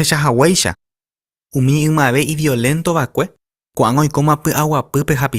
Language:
Guarani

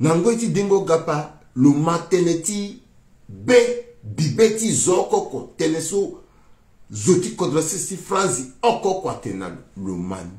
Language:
Sango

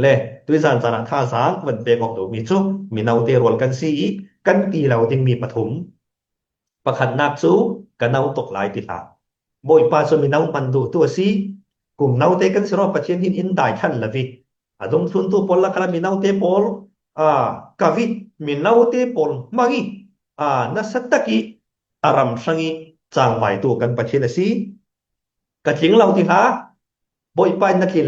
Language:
Falam Chin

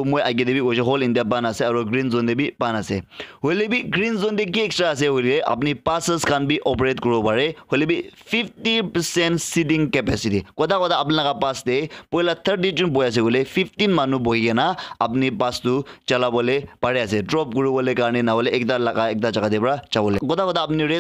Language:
Naga Pidgin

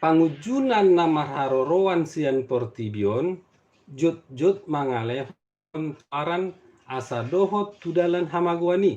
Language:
Batak Toba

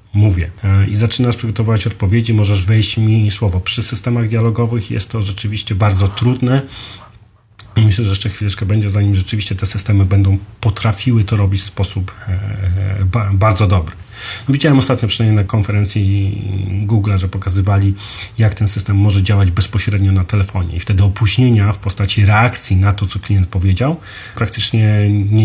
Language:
Polish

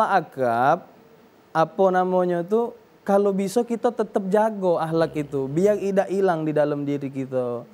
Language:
Musi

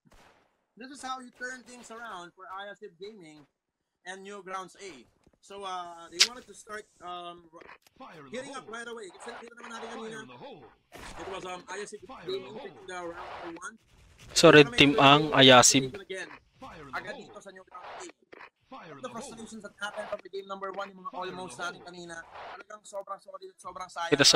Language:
Filipino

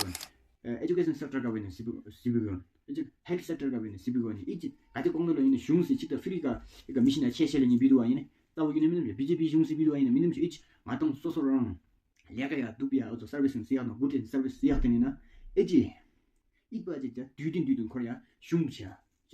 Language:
Tawang Monpa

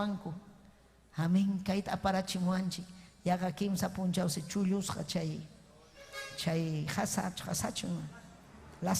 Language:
Ayacucho Quechua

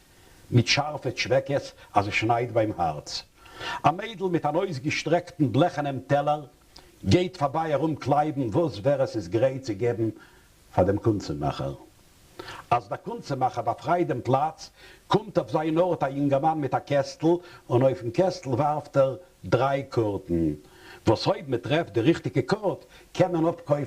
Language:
Yiddish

